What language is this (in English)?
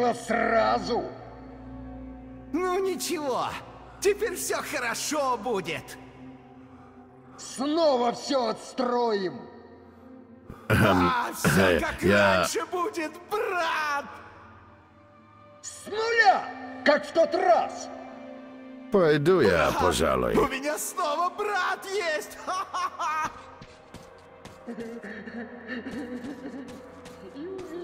Russian